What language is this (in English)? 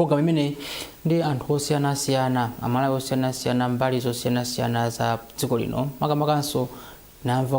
Nyanja